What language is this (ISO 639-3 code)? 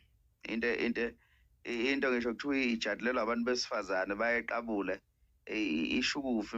zul